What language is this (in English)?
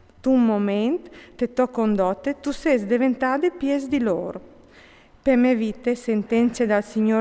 Friulian